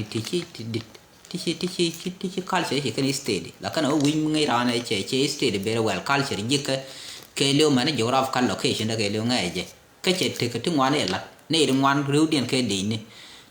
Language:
Nuer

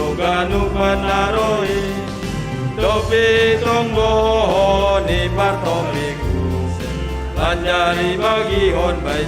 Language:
Batak Simalungun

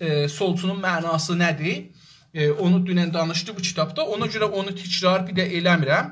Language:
South Azerbaijani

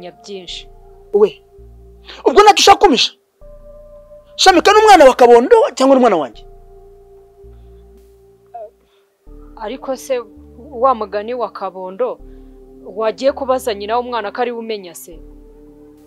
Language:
Kinyarwanda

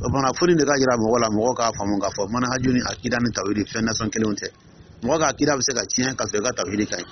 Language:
Dyula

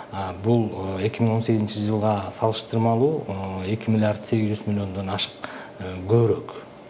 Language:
Kyrgyz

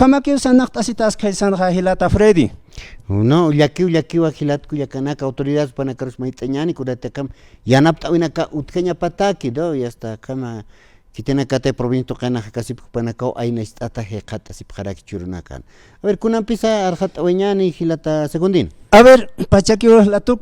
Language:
Aymara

